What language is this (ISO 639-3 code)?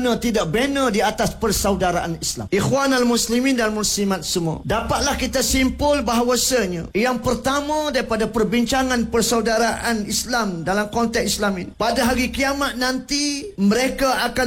msa